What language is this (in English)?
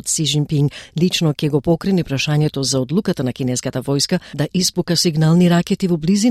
Macedonian